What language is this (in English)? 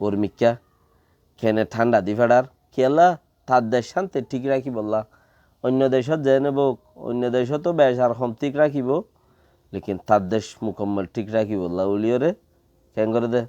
Rohingya